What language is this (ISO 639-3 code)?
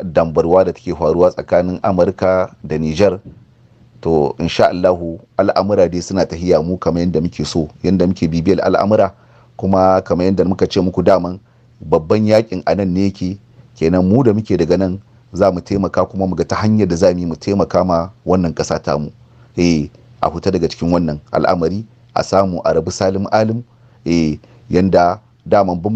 hau